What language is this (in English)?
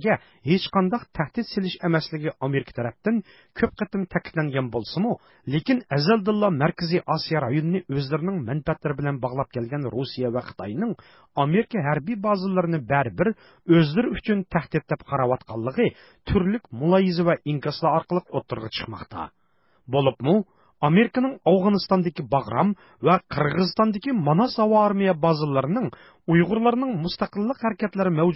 Uyghur